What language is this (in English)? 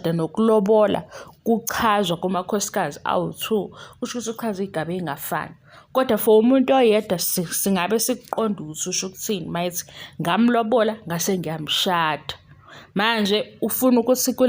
Zulu